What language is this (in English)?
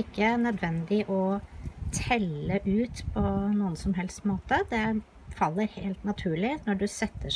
Norwegian